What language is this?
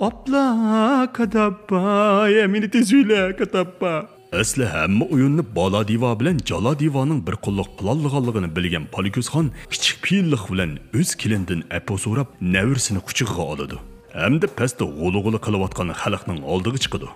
Uyghur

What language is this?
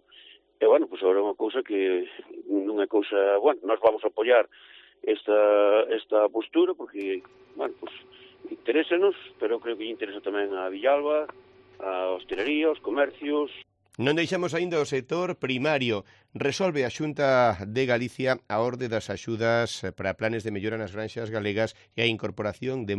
Galician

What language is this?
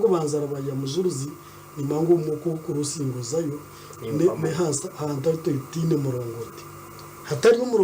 Nyankole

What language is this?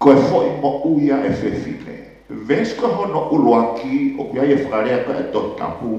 Tongan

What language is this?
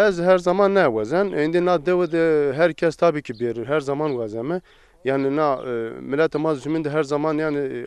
Zaza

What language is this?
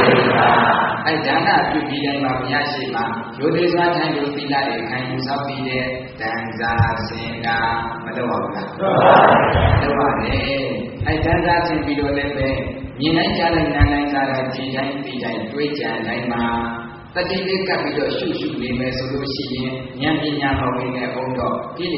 Burmese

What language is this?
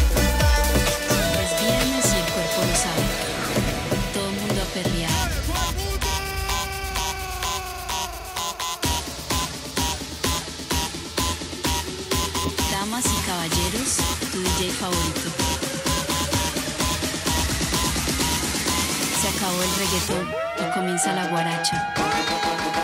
Spanish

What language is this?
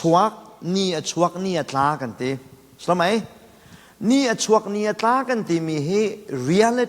Hakha Chin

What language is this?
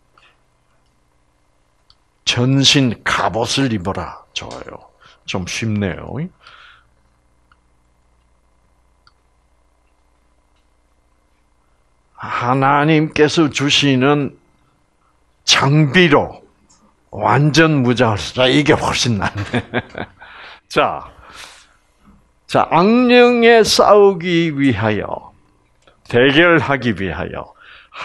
Korean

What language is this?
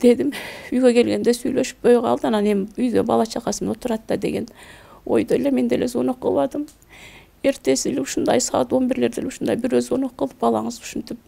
Kyrgyz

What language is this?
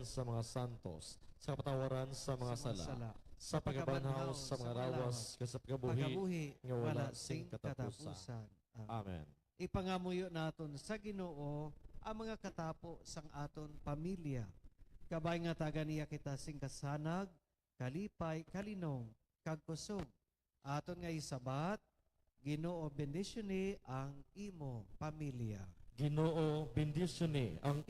Hiligaynon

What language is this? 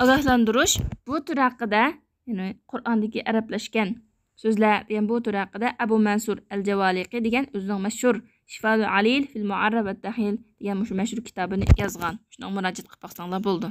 Uyghur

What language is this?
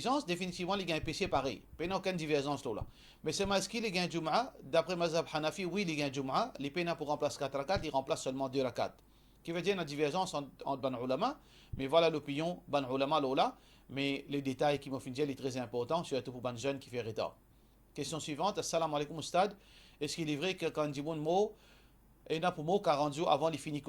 Morisyen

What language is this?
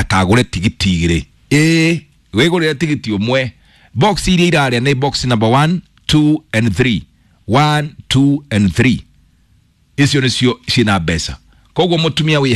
Kikuyu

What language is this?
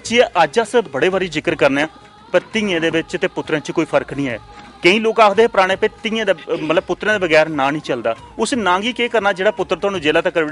Dogri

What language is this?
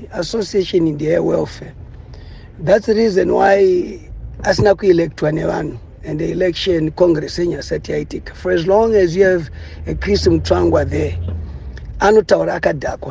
Shona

